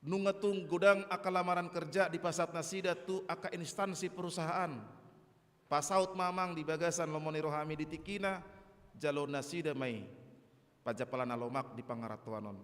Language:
Batak Toba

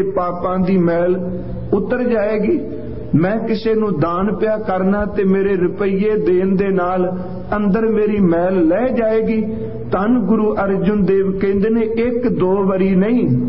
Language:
Punjabi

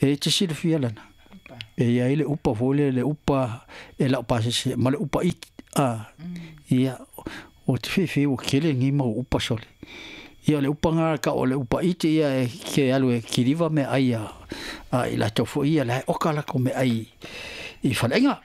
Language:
Samoan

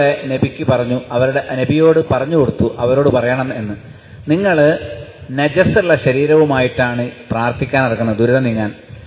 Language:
Malayalam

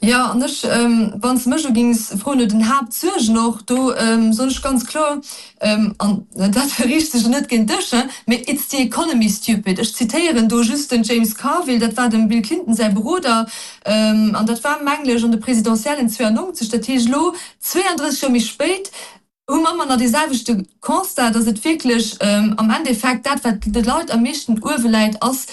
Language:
Luxembourgish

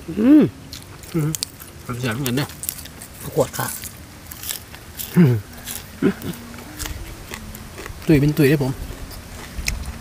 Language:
Thai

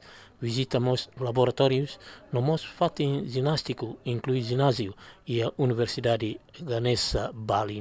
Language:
Tetum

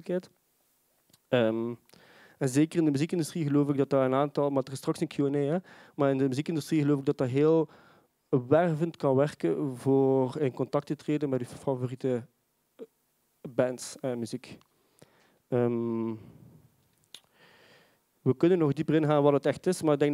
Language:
Dutch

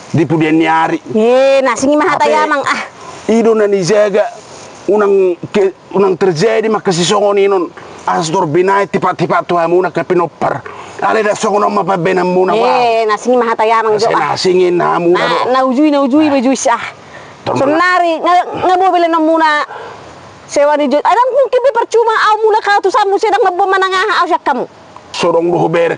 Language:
Batak Toba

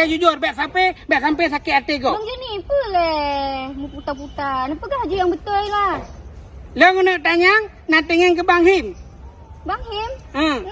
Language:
Achinese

